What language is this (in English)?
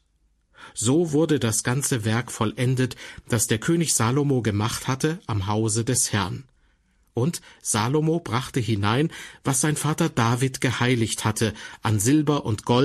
German